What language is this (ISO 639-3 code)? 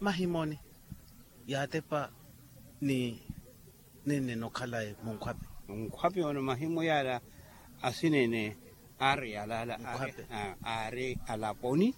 vmw